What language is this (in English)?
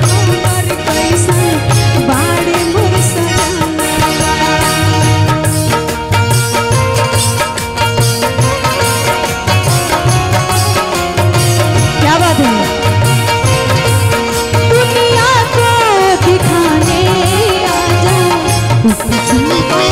Bhojpuri